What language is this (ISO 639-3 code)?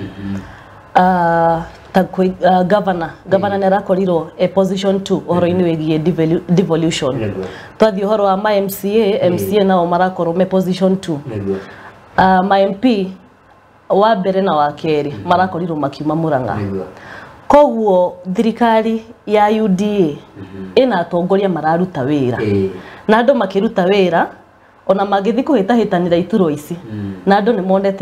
kik